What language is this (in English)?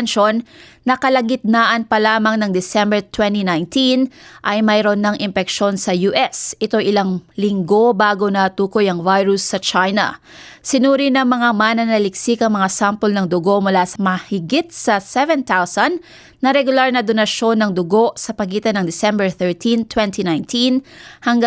Filipino